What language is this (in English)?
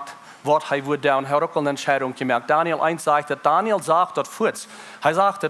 Plautdietsch